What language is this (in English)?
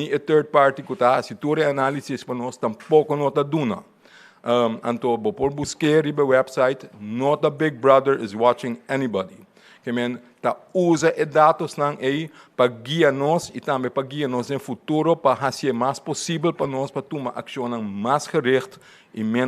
Papiamento